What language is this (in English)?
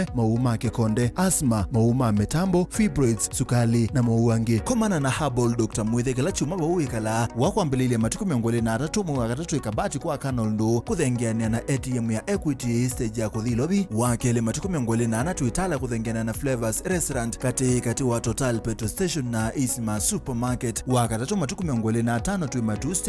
Kamba